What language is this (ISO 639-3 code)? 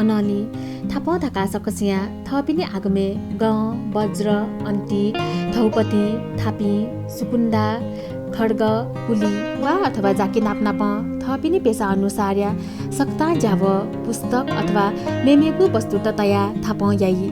new